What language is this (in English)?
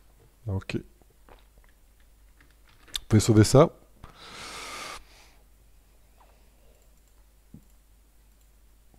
French